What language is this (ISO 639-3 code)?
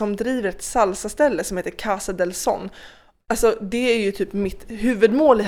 swe